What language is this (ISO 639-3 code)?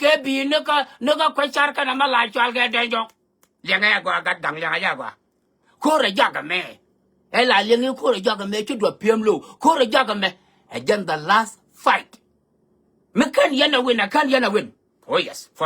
nus